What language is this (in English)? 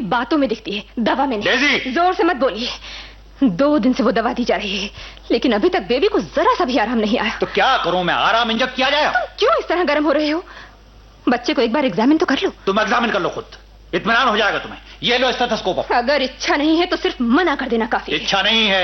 Hindi